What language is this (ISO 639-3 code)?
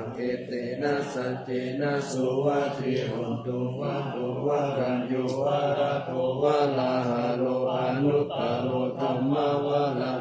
pli